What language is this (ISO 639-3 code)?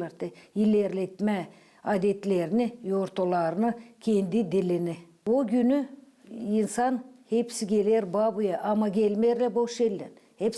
gag